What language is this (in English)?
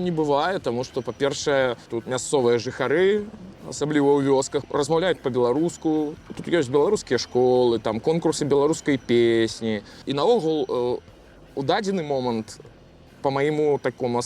Belarusian